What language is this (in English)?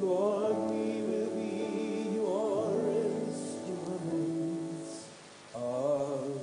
Ewe